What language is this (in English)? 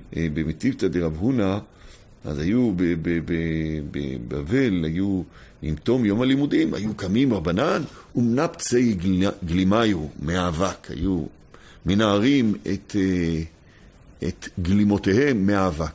Hebrew